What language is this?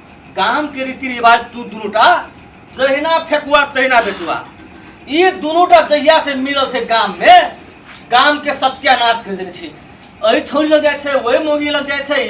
Maithili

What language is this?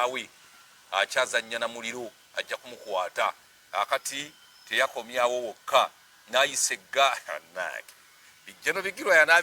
Ganda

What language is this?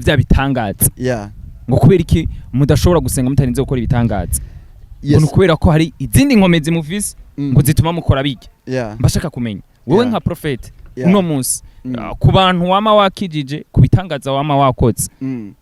Rundi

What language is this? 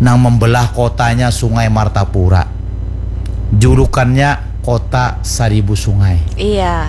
Banjar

